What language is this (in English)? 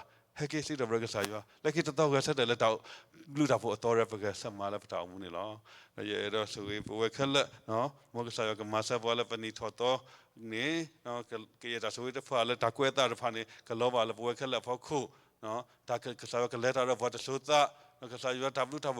S'gaw Karen